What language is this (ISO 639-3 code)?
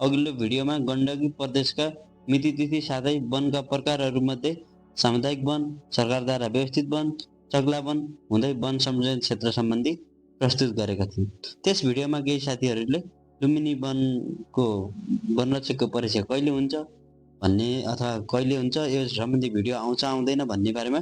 nep